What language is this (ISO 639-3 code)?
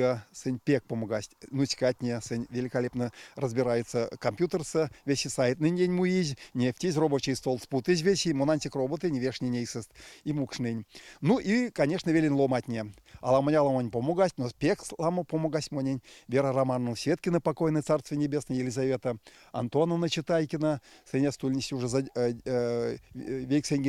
myv